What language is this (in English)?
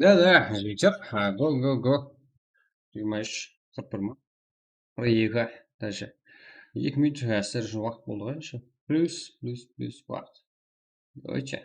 Kara-Kalpak